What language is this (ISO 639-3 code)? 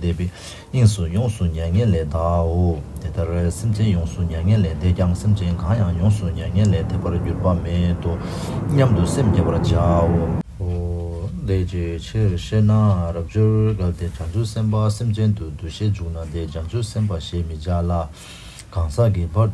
bod